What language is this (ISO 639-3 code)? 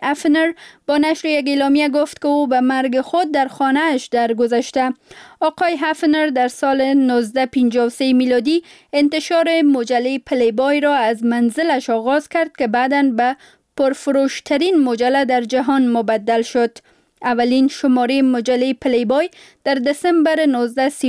fas